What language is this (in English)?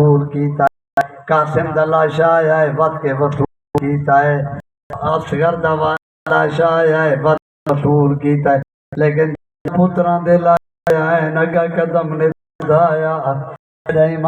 Saraiki